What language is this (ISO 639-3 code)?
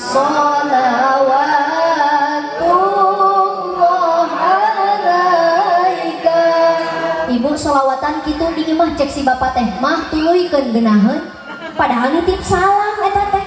sun